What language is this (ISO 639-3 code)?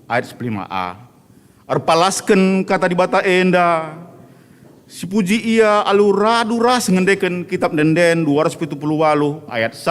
btx